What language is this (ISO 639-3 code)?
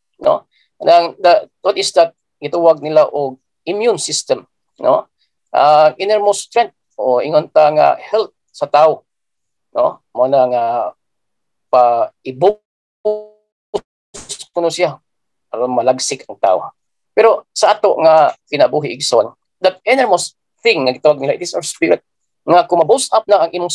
ceb